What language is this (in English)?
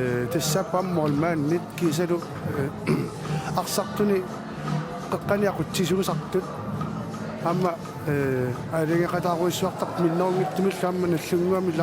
Kalaallisut